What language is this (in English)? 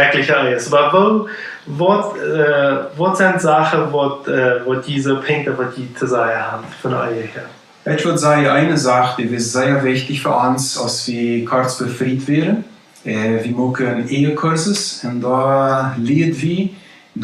Plautdietsch